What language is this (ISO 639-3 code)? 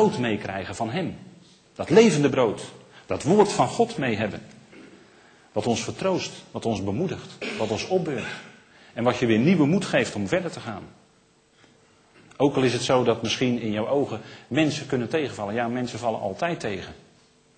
nld